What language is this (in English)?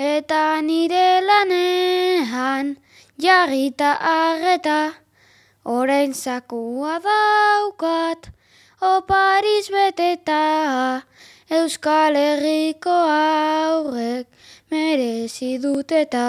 Basque